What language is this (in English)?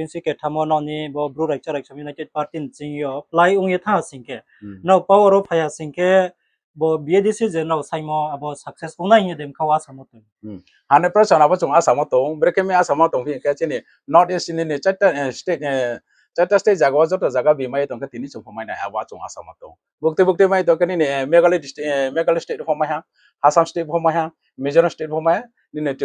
Riang (India)